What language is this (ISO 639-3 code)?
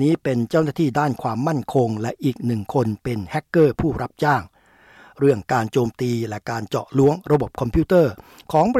tha